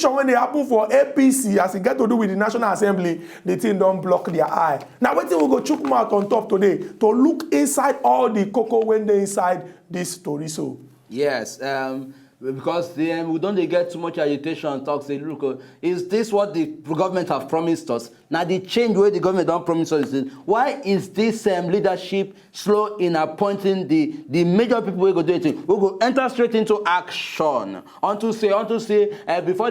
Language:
Nigerian Pidgin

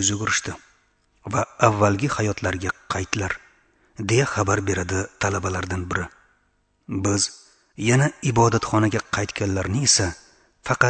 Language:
Uzbek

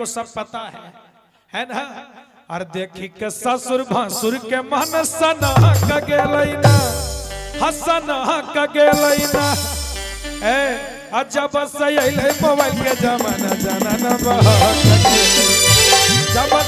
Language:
Magahi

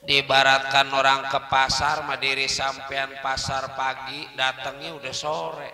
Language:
Betawi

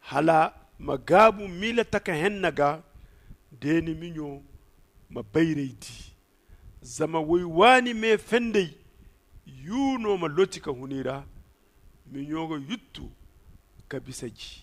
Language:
Zarma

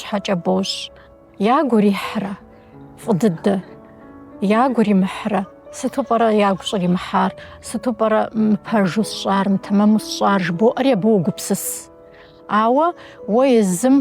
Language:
Kabardian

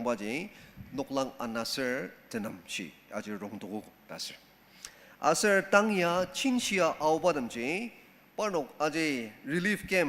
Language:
Ao Naga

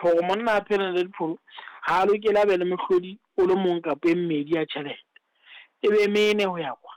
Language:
Southern Sotho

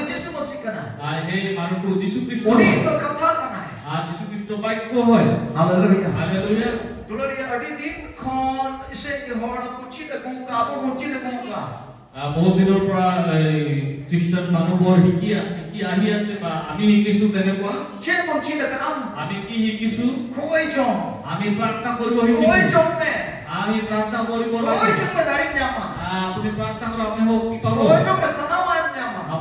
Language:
Santali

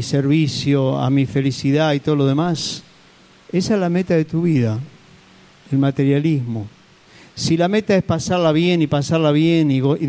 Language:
Spanish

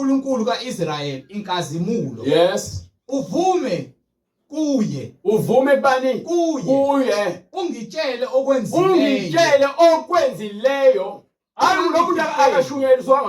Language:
Zulu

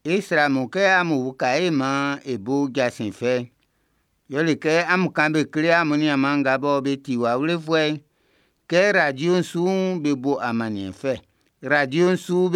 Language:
Baoulé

